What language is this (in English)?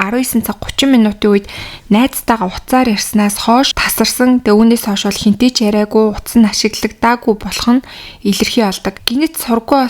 Mongolian